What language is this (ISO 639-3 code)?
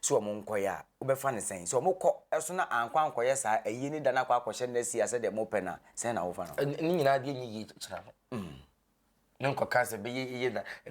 aka